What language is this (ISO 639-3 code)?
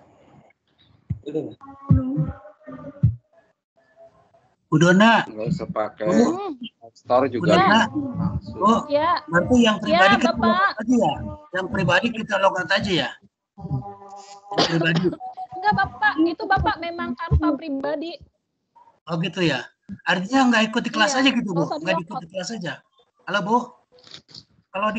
ind